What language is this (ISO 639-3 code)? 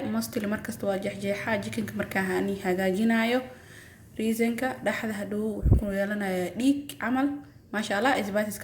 som